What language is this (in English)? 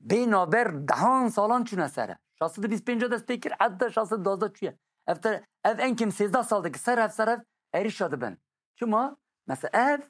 Kurdish